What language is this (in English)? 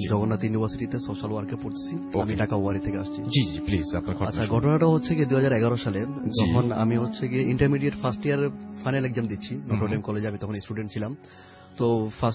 Bangla